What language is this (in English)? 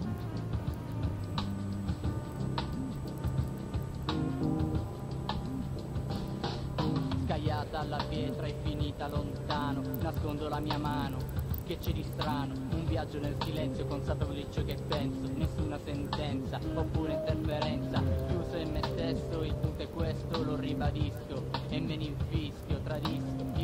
Italian